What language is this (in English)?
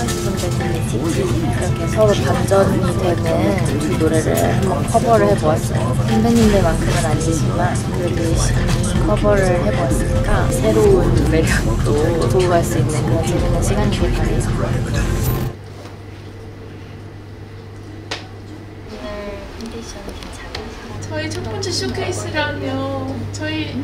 Korean